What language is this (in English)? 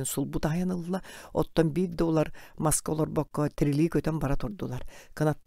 Yakut